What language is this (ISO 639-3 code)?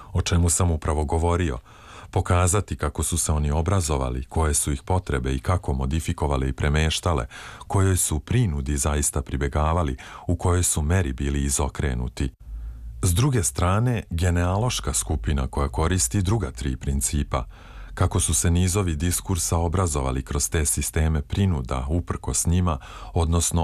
srp